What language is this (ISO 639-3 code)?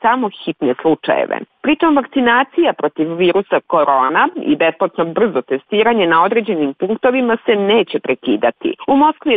srp